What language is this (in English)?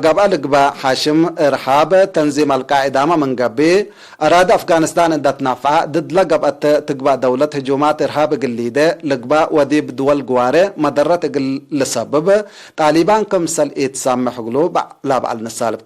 Tigre